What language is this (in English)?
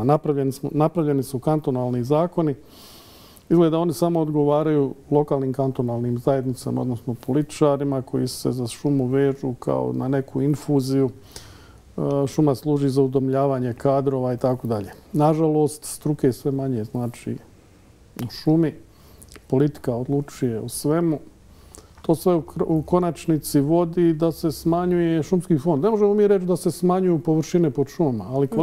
Bosnian